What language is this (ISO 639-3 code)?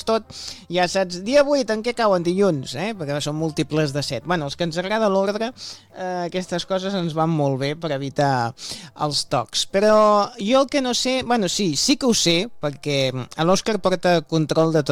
cat